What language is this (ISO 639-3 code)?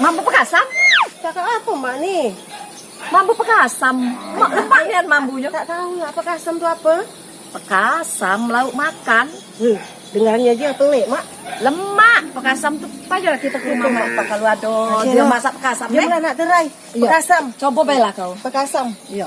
mui